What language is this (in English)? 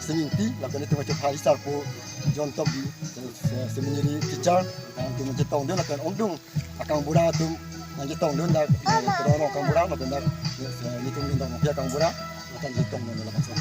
Karbi